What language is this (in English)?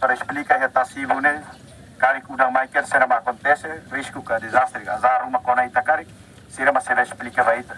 Tetum